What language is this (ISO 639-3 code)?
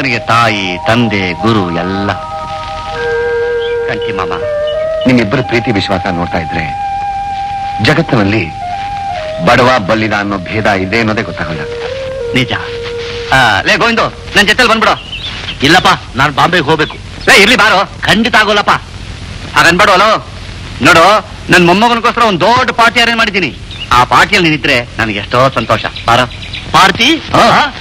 kan